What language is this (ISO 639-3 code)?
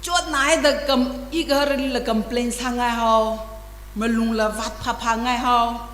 nmf